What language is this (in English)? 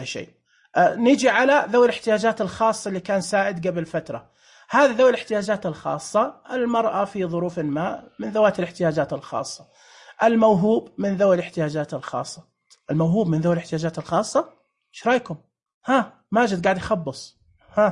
Najdi Arabic